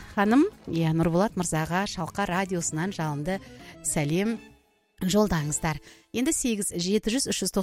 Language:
Kazakh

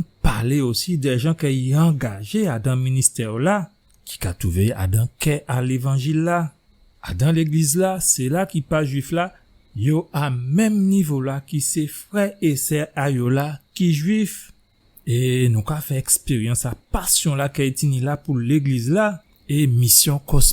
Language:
Guadeloupean Creole French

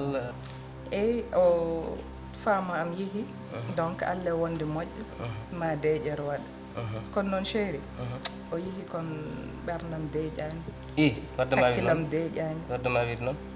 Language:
Fula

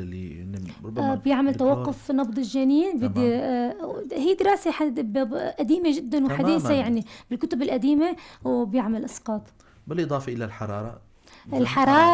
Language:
North Levantine Arabic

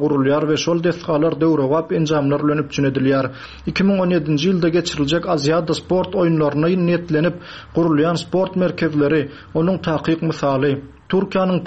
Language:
Turkmen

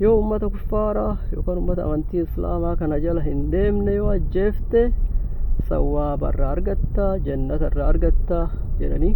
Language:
Oromo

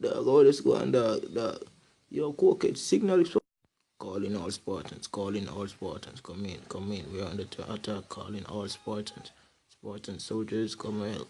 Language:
Jamaican Creole English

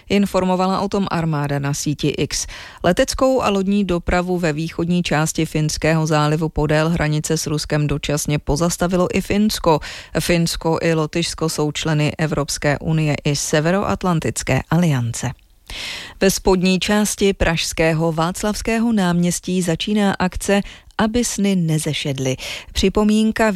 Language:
Czech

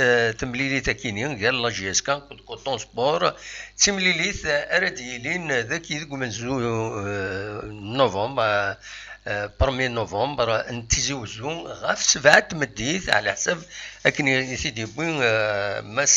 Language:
Kabyle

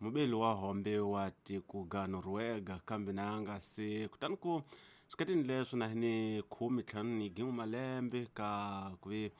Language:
Tsonga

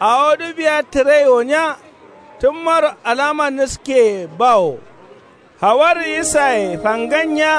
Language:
Kanuri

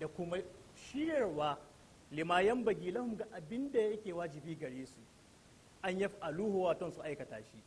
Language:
Hausa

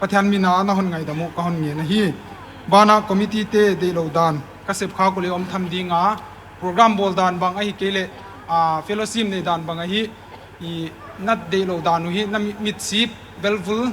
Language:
Paite Chin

